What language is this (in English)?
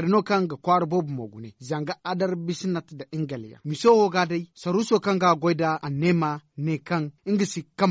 Zarma